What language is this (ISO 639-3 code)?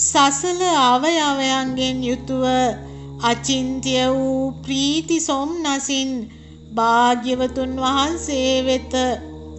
sin